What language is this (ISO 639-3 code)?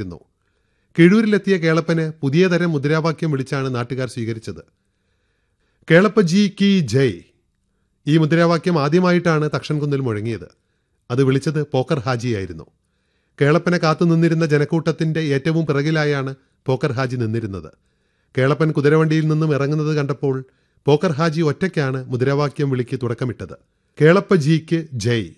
mal